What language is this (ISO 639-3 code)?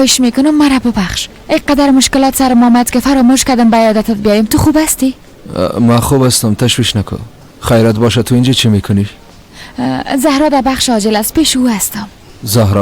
fas